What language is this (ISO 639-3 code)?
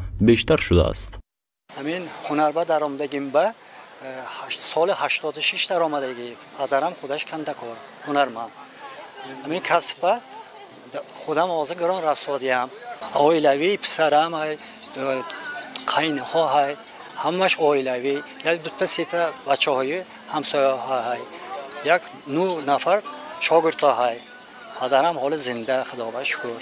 tgk